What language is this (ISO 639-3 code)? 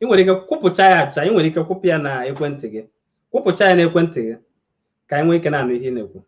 ibo